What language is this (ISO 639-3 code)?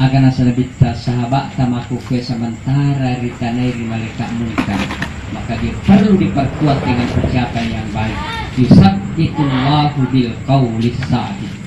bug